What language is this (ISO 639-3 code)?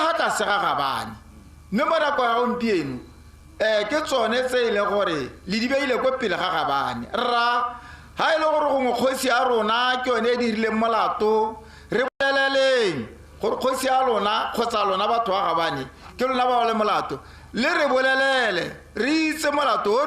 tsn